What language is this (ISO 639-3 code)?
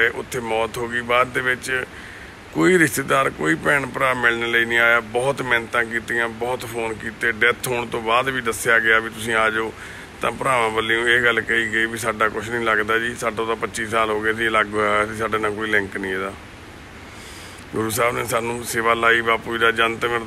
pan